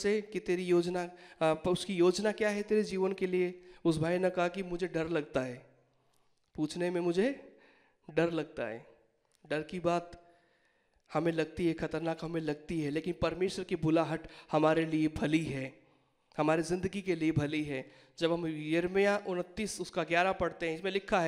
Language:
Hindi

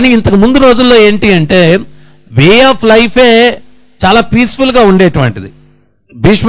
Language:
Telugu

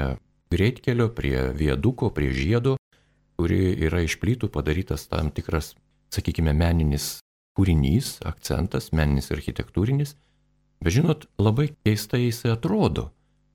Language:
Lithuanian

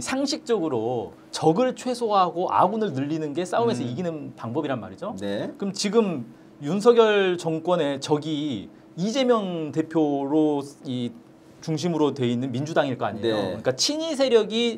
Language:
Korean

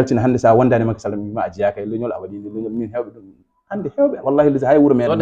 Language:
Fula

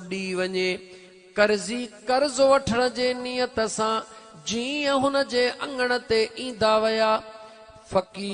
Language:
Sindhi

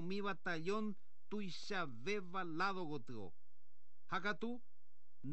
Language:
Guarani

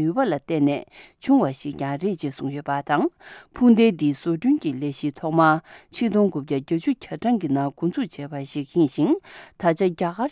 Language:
Tibetan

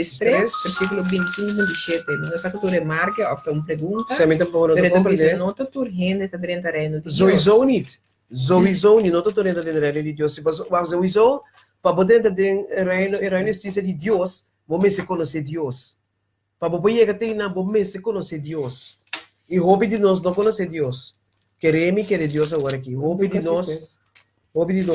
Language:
Papiamento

